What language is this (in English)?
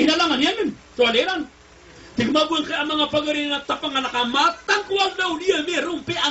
Maranao